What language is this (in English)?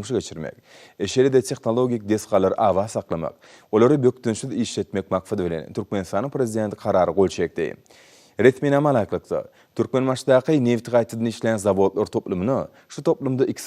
Turkmen